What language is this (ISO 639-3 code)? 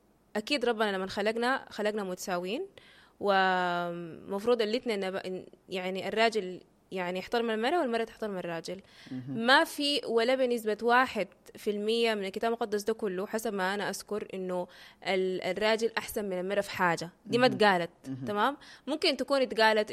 apd